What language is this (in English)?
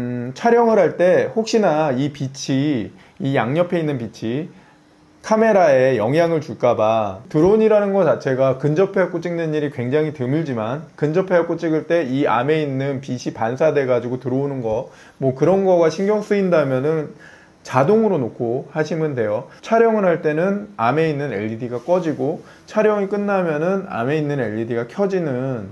Korean